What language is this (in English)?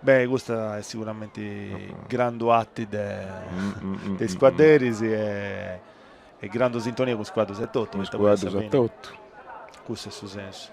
Sardinian